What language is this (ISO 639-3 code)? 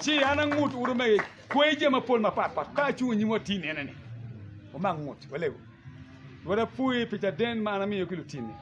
ach